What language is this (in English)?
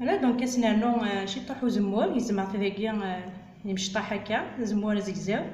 Kabyle